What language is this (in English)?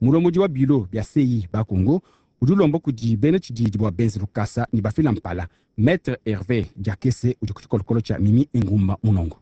Luba-Lulua